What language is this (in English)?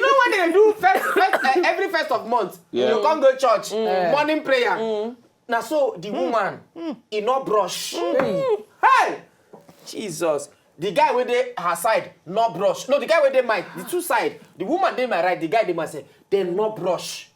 Nigerian Pidgin